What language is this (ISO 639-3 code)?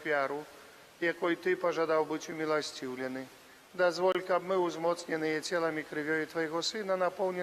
bel